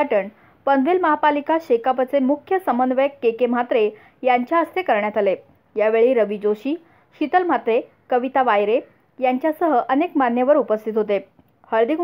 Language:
Marathi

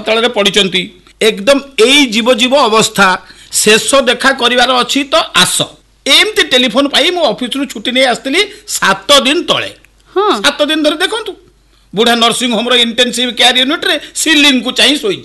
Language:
Odia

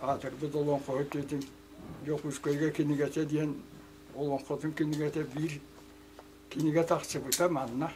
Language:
Yakut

